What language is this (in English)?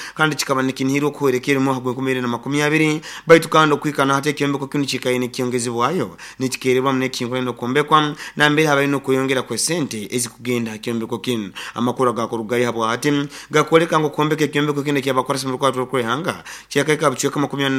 Nyoro